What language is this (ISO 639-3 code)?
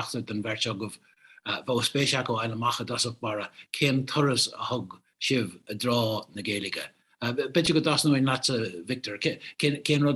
gle